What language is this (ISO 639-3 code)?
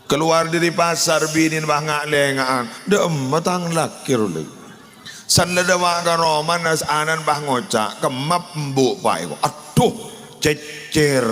mad